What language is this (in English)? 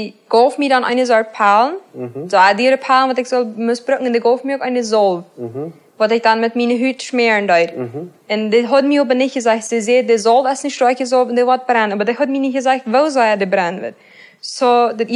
Plautdietsch